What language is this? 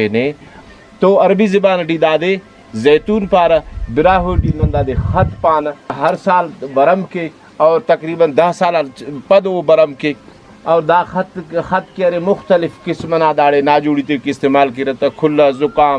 Brahui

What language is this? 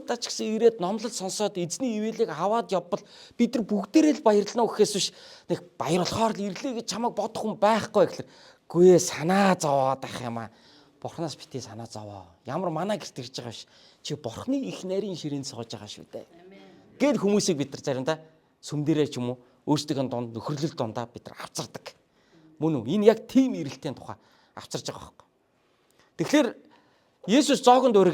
Mongolian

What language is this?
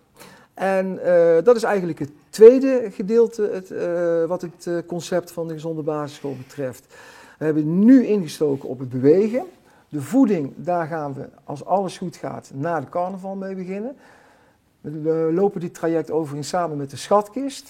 Limburgish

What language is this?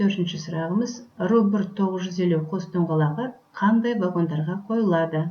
Kazakh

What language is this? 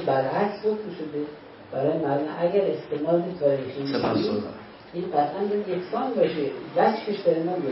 Persian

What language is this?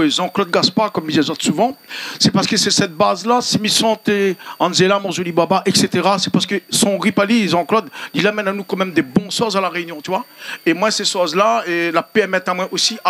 Réunion Creole French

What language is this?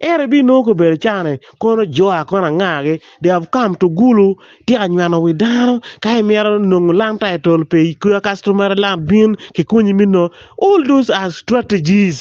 Acoli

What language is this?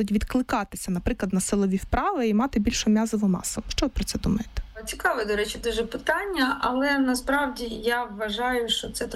Ukrainian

